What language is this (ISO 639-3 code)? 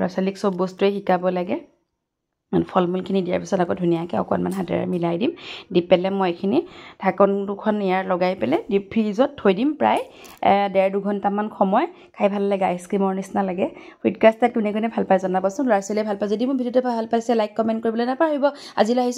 asm